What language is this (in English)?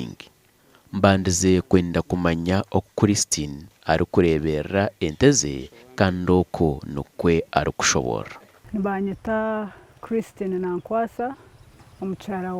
Nyankole